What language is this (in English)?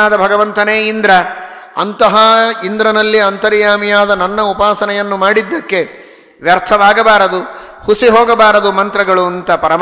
Kannada